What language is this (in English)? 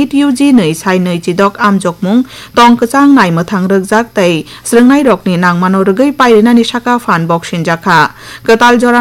Kok Borok